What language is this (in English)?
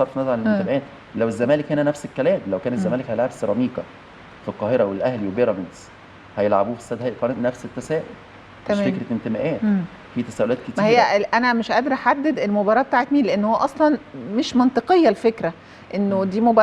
Egyptian Arabic